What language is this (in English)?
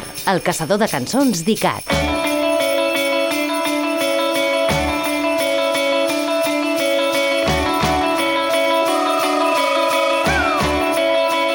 Catalan